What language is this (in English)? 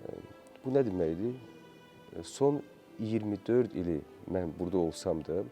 Azerbaijani